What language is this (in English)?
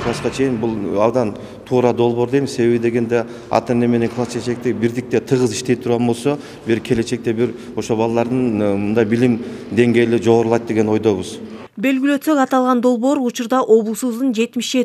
Kyrgyz